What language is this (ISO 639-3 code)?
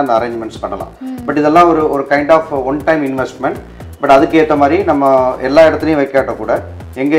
tam